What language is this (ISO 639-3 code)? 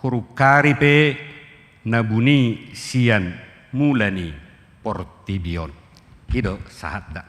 bbc